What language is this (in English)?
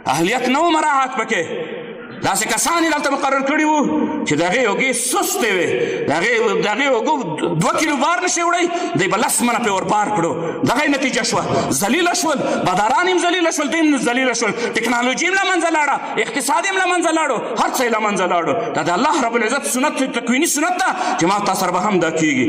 Pashto